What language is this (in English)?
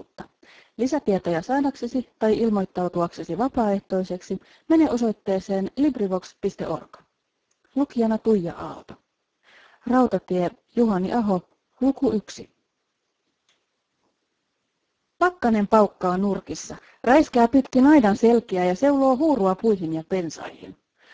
Finnish